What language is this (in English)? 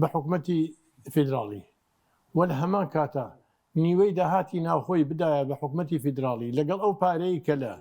Central Kurdish